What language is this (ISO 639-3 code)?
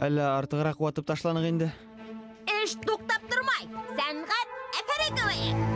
bak